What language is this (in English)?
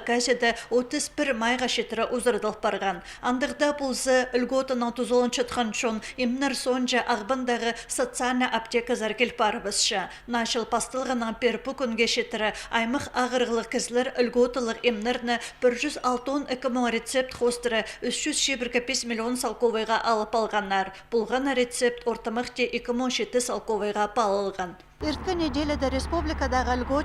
Khakas